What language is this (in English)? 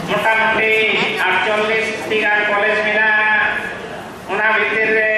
Santali